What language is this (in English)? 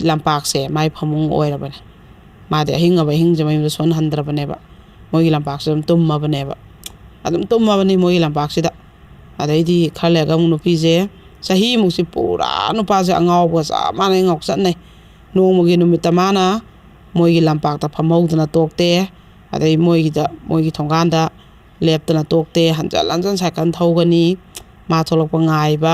Manipuri